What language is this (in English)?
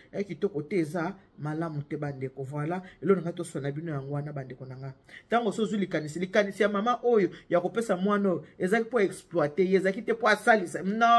Lingala